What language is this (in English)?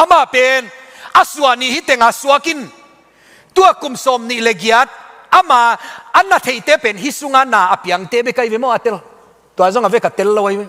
Tedim Chin